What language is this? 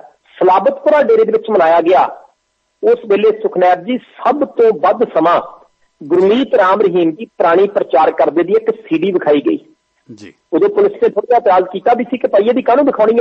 Punjabi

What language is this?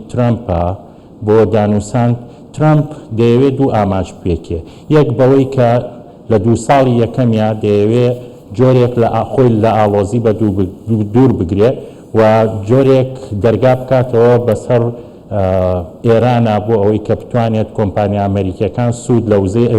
Central Kurdish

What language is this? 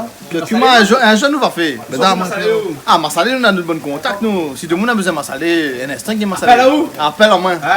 Réunion Creole French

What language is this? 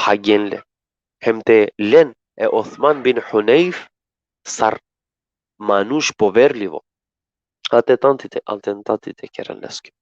Balkan Romani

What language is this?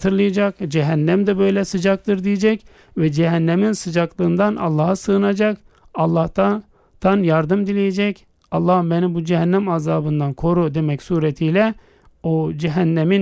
Turkish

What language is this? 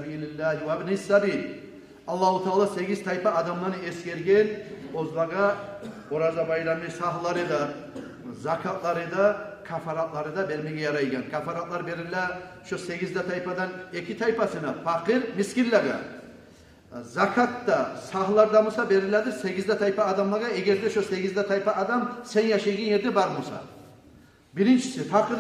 Kumyk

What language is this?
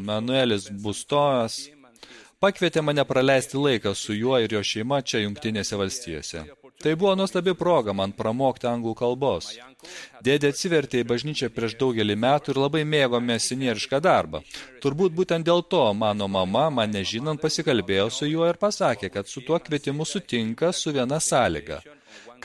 Lithuanian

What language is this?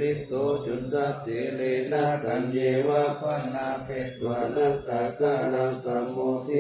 Pali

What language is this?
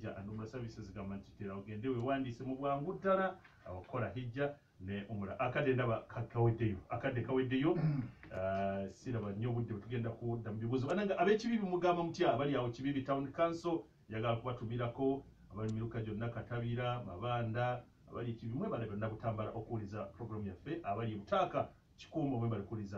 Ganda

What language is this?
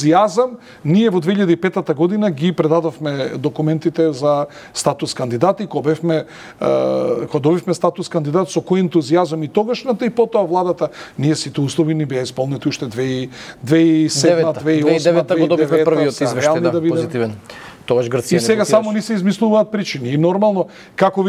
Macedonian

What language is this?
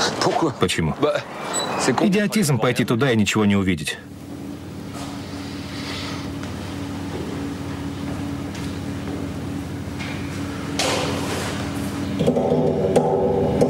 Russian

